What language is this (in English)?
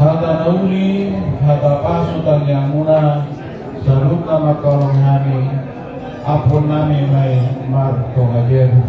Batak Toba